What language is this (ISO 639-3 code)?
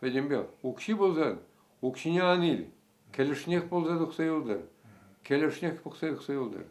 chv